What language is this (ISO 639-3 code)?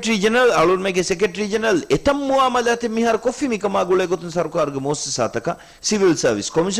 div